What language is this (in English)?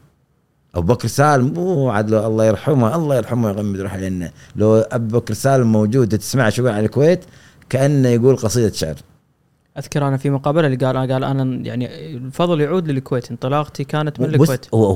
Gulf Arabic